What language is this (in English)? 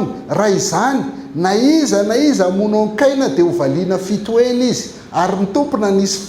Malagasy